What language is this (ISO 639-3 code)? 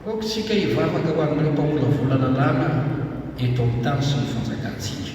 mlg